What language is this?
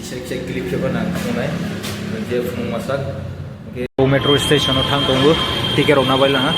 Kok Borok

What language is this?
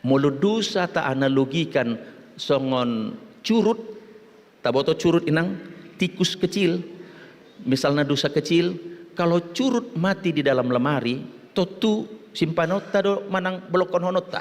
Batak Toba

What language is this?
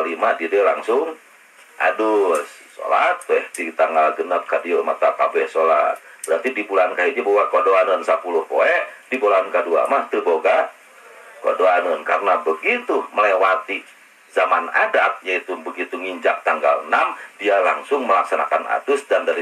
Sundanese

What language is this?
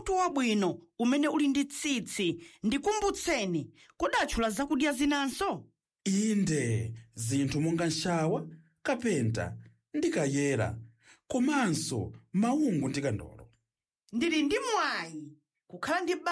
Nyanja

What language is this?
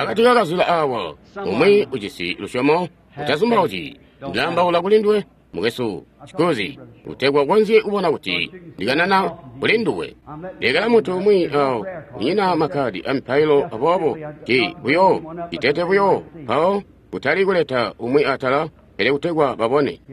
Tonga (Zambia)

